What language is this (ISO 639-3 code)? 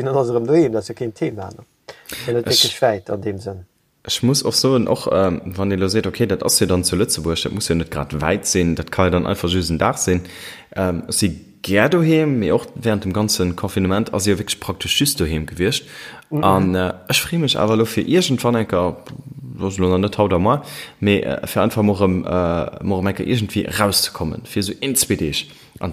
ltz